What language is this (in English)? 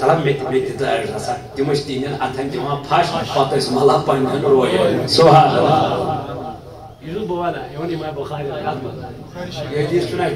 Kashmiri